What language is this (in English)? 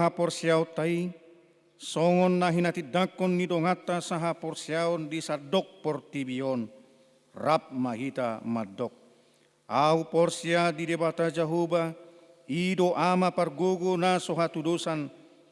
Batak Toba